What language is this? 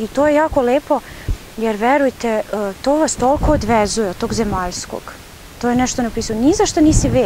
Serbian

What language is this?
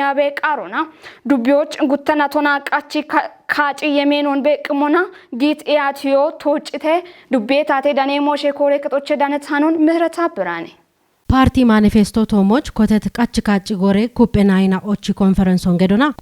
Kafa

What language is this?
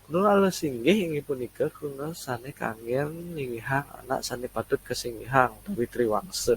Balinese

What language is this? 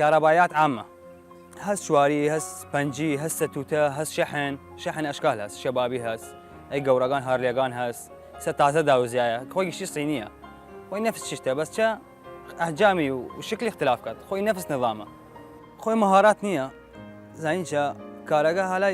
Southern Kurdish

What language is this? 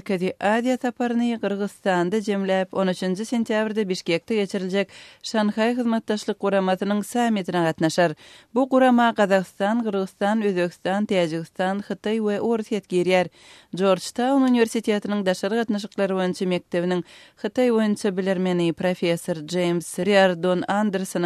Kyrgyz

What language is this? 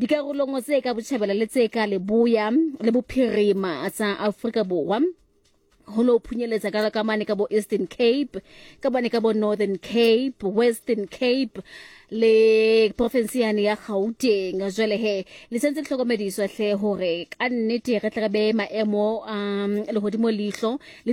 Southern Sotho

